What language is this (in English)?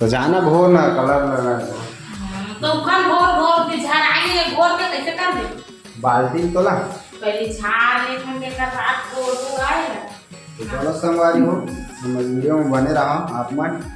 Chhattisgarhi